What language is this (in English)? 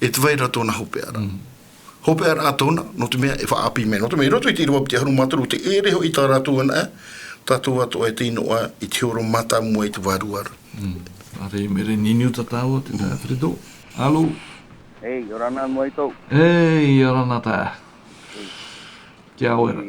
Tahitian